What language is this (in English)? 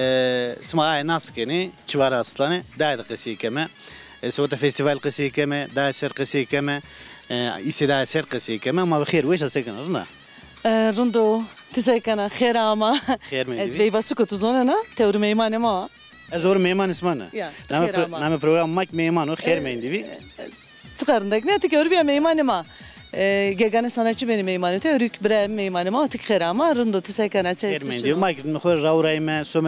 Zaza